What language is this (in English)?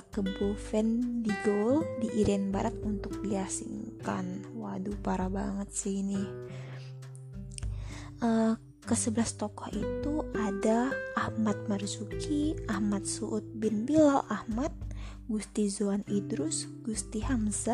Indonesian